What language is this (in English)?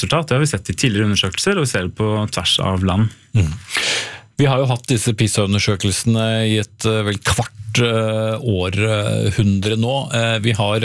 Norwegian